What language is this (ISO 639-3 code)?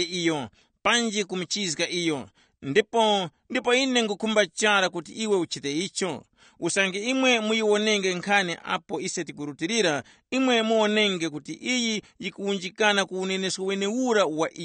tum